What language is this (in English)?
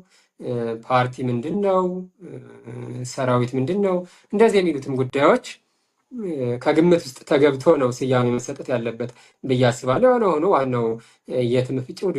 Amharic